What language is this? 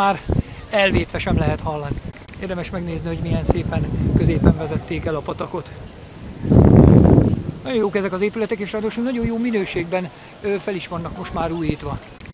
Hungarian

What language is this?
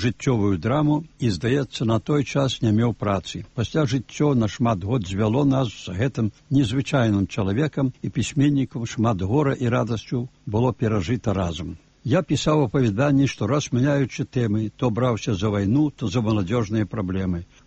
Belarusian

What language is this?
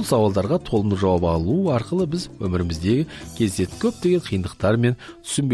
Kazakh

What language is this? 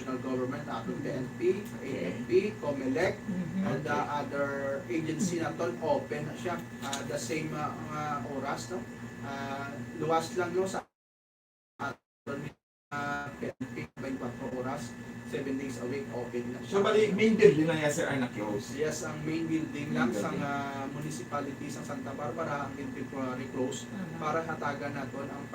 Hiligaynon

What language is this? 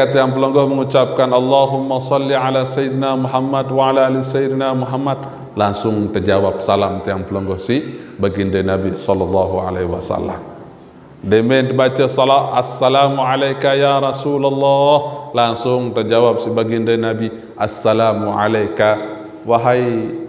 Sasak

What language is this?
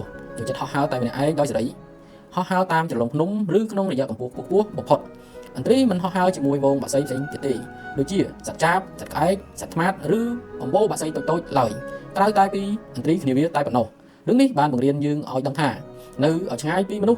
Khmer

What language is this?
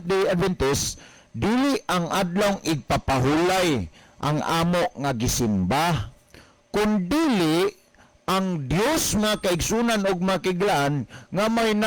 Cebuano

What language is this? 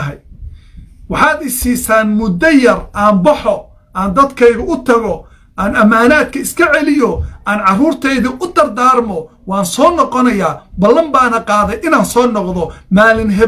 Somali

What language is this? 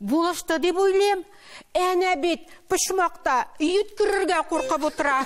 Tatar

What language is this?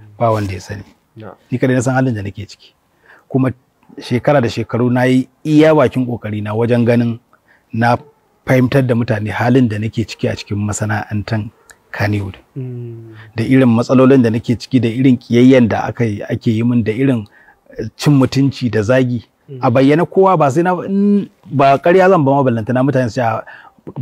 Hausa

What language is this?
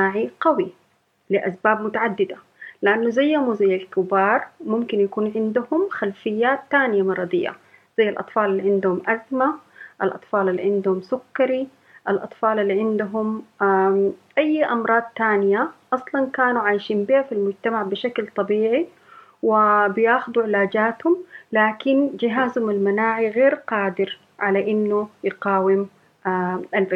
Sudanese Arabic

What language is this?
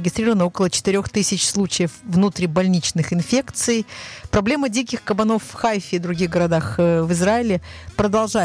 Russian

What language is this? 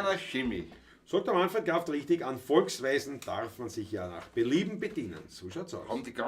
Bavarian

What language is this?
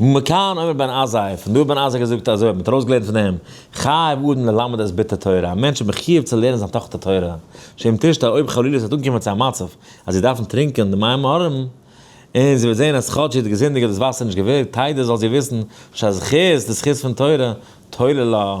Yiddish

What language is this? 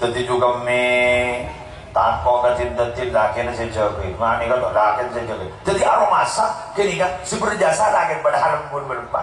Madurese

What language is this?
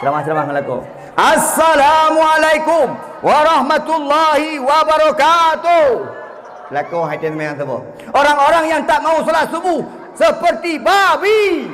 Achinese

